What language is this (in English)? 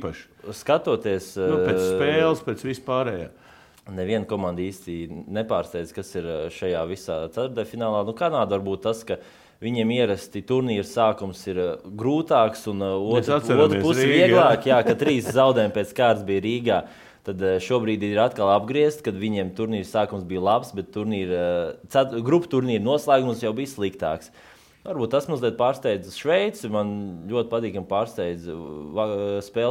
Latvian